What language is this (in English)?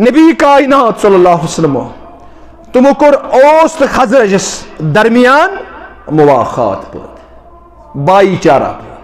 Kashmiri